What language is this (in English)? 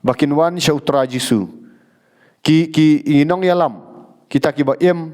Khasi